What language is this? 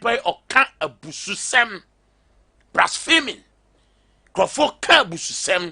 Akan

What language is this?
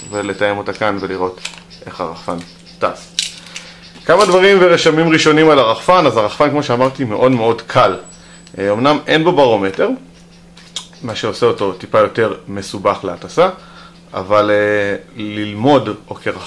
Hebrew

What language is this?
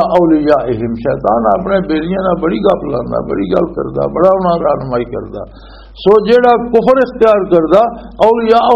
Western Panjabi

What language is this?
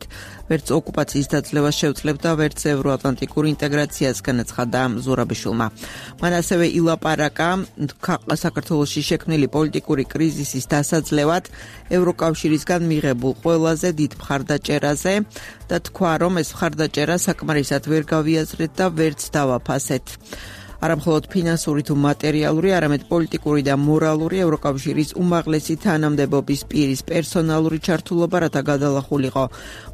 Georgian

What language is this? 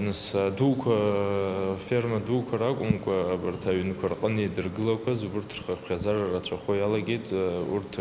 Abkhazian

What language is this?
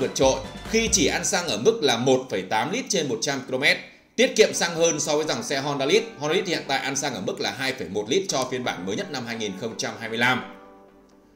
Vietnamese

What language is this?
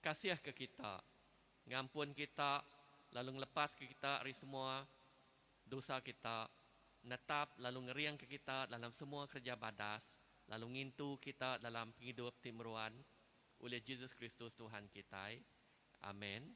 Iban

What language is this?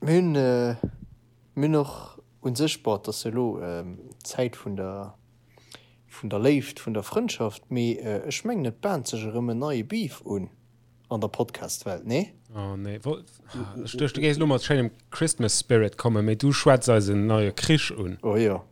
Luxembourgish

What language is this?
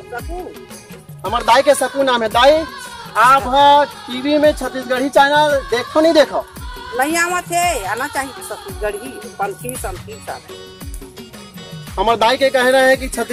Chhattisgarhi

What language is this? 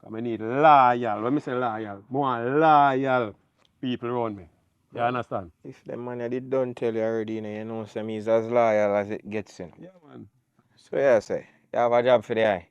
Jamaican Creole English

